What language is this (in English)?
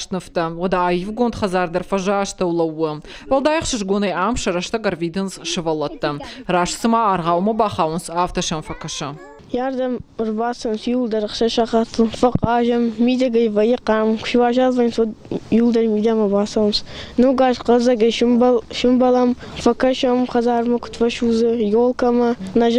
Ossetic